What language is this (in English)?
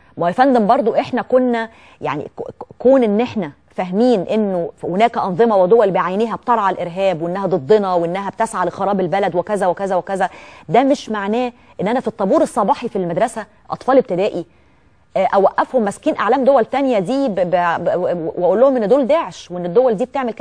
Egyptian Arabic